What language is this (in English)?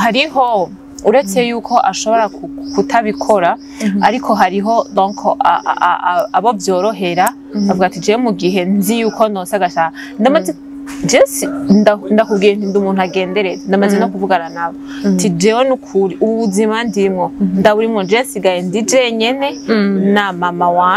Rundi